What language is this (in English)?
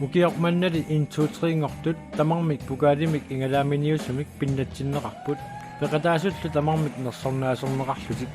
Kalaallisut